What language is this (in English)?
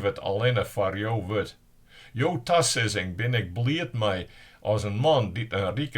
Western Frisian